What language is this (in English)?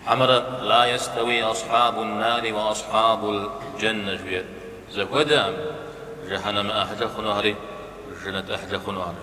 Kabardian